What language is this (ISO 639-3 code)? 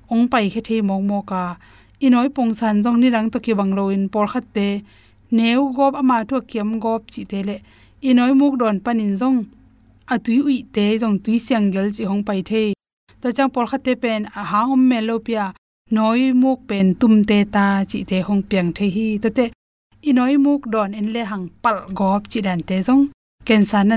ctd